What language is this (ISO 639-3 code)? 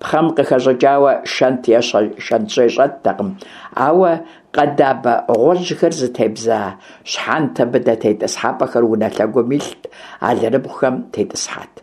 kbd